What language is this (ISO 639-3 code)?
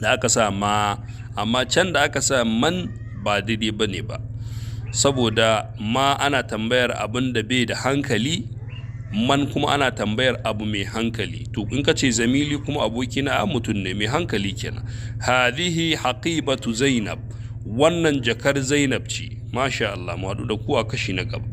hau